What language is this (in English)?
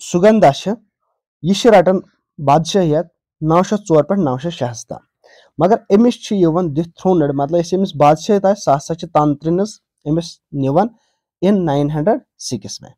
Kashmiri